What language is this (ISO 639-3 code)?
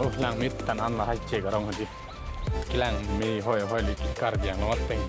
mjw